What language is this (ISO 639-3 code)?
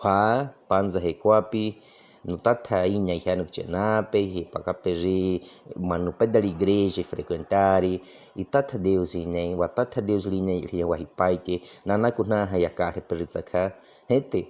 bwi